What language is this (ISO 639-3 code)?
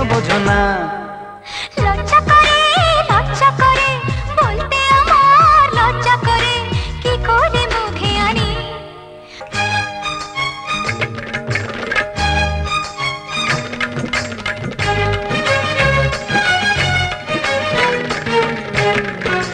ben